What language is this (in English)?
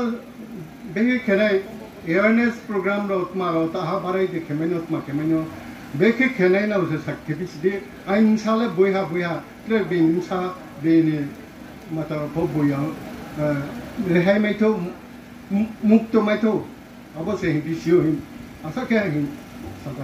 Riang (India)